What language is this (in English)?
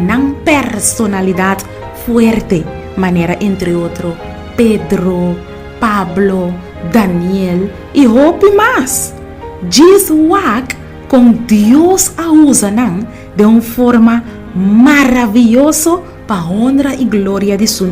Papiamento